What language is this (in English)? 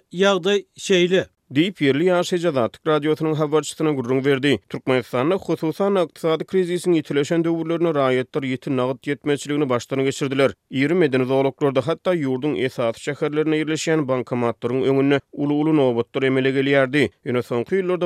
Turkmen